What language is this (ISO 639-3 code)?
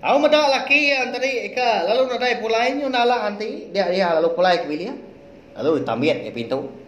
iba